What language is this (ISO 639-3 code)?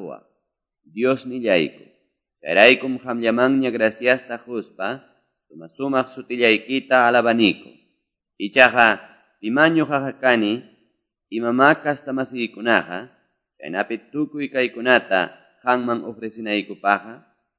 que